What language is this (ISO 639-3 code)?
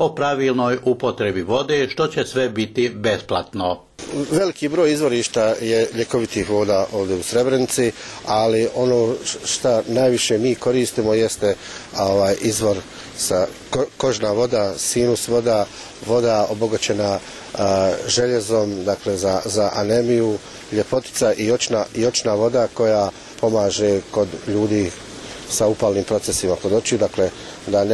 bos